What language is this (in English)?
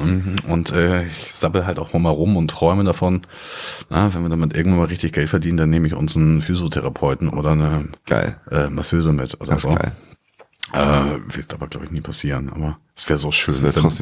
German